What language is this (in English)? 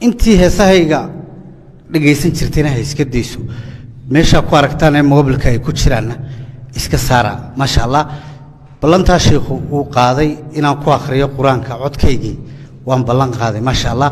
Somali